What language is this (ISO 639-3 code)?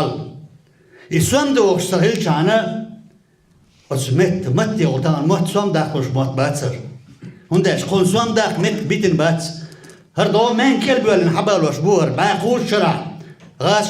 che